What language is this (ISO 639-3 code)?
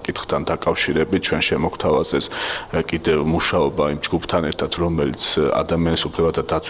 kat